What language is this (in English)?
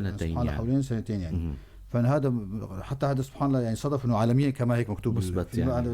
North Levantine Arabic